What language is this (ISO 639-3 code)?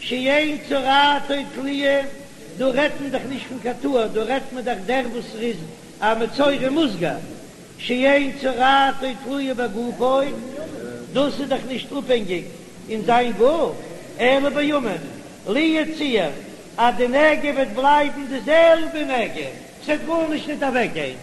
yid